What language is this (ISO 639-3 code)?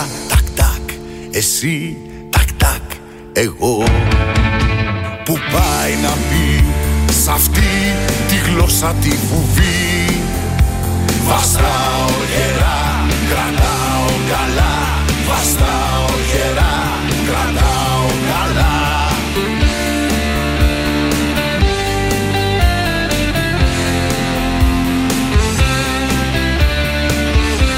ell